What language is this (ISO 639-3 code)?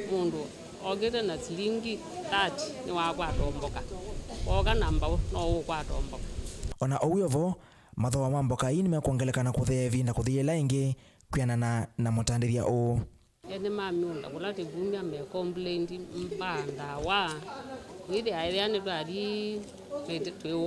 kam